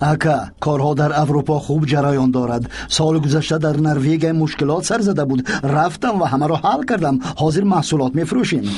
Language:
Persian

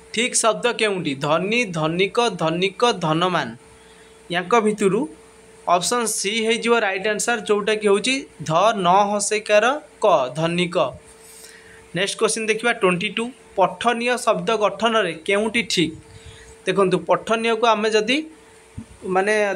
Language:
Odia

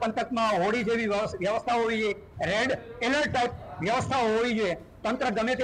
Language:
Gujarati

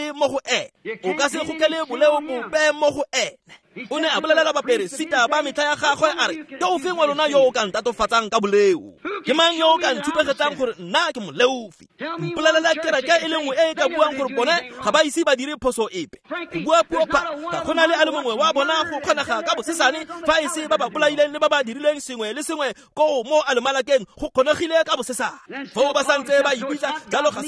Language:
Tswana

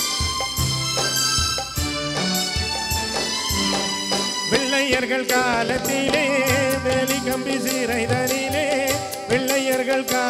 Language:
Tamil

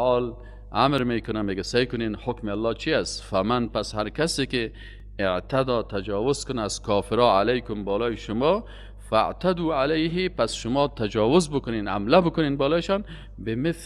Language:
Persian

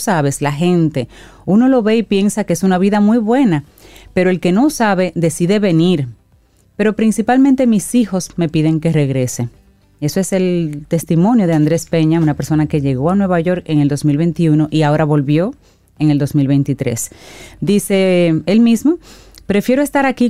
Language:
Spanish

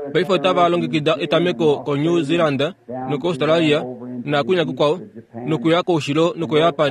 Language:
Kuanyama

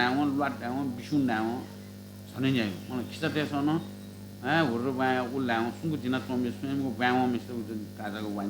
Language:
Newari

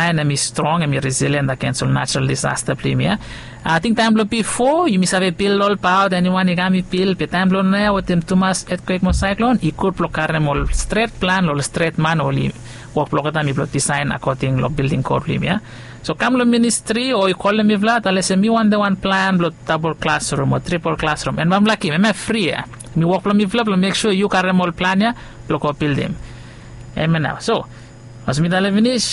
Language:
Bislama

